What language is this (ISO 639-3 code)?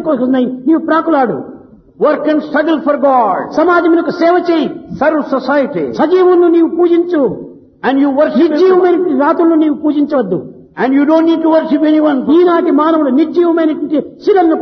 tel